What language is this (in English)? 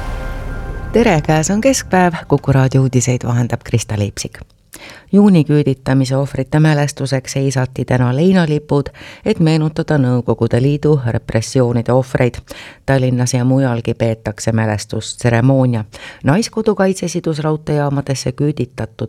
Estonian